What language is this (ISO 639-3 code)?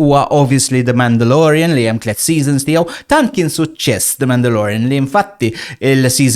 mlt